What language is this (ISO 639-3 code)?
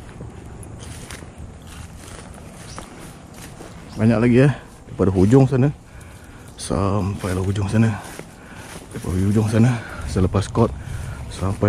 msa